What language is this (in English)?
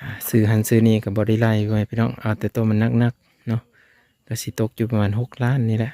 Lao